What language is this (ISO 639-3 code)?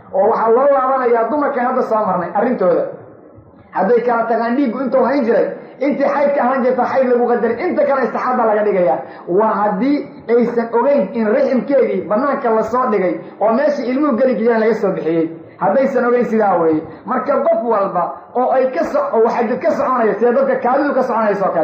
som